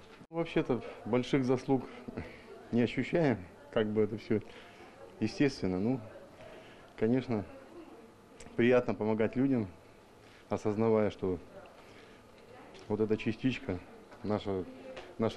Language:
Russian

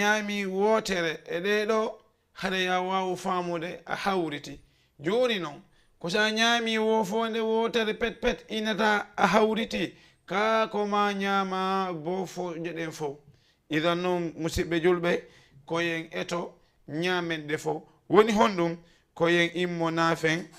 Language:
Fula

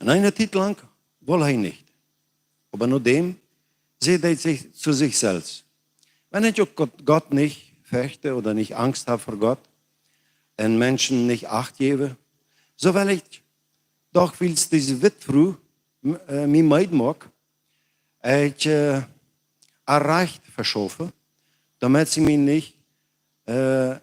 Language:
Plautdietsch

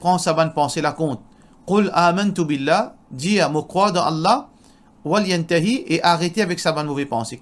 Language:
Morisyen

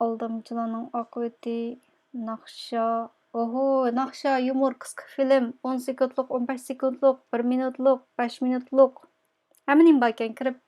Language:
Uyghur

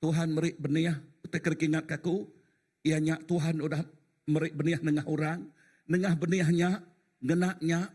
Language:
Iban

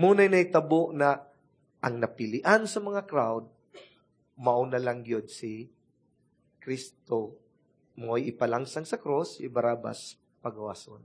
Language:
Cebuano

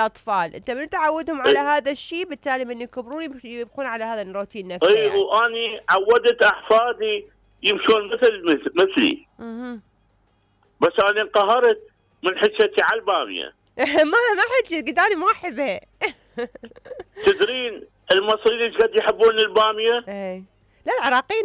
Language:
Mesopotamian Arabic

